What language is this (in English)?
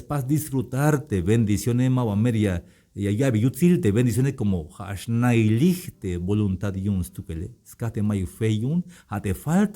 Tzeltal